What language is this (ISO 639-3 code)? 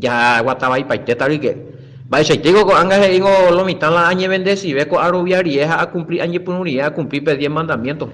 grn